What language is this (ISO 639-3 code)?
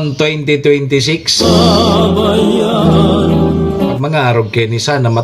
bik